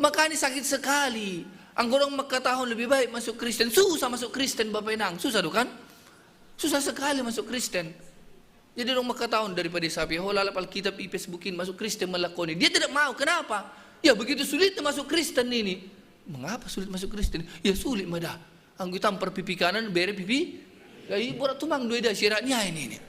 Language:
Batak Simalungun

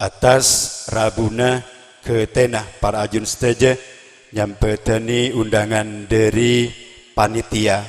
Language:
Madurese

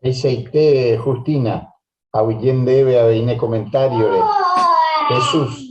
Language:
Guarani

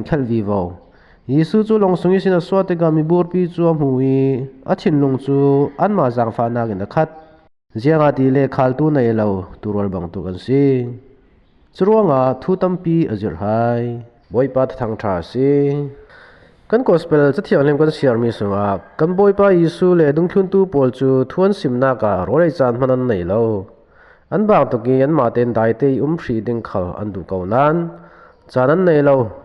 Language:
Falam Chin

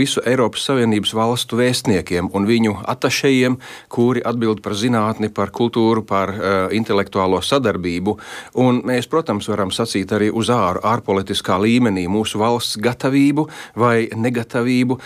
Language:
Latvian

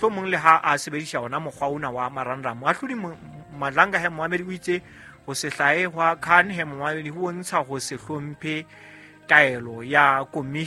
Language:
Southern Sotho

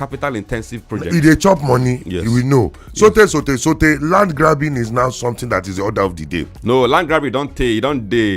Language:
Nigerian Pidgin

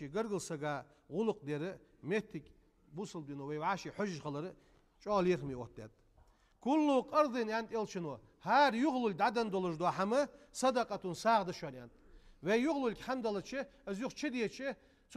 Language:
Ingush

